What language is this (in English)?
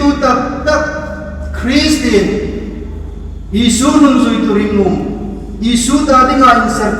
Hmar